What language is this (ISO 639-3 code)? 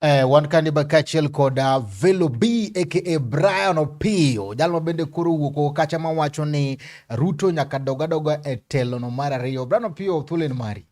luo